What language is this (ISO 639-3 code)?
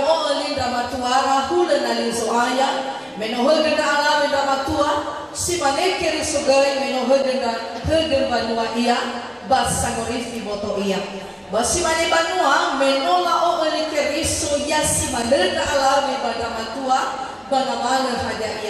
nia